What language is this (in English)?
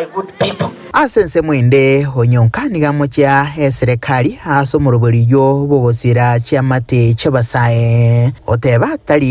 Gusii